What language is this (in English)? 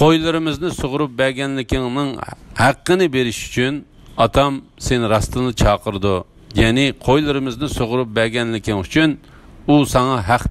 Uyghur